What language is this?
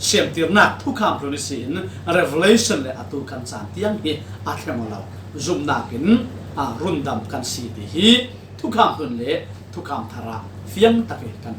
Falam Chin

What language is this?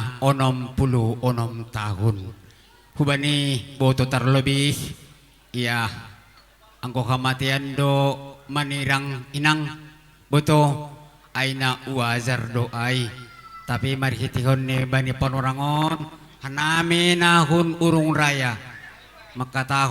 Batak Simalungun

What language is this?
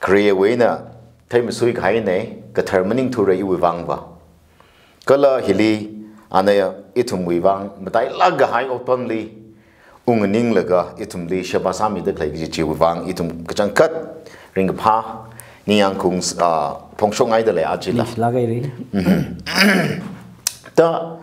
Tangkhul Naga (India)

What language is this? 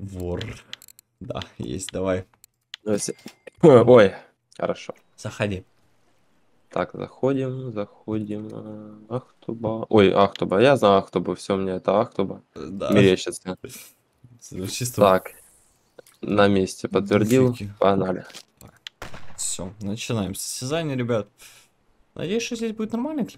Russian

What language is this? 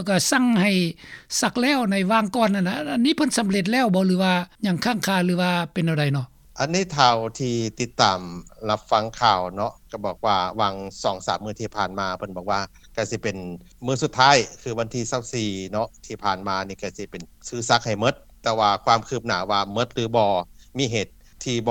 Lao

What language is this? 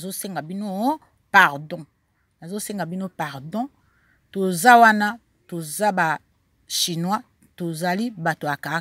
Lingala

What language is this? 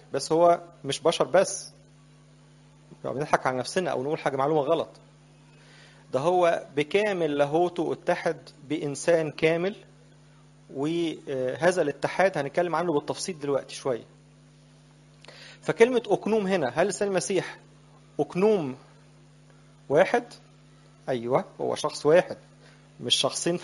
Egyptian Arabic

